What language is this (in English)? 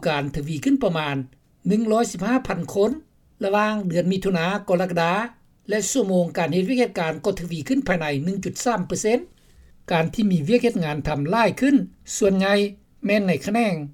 Lao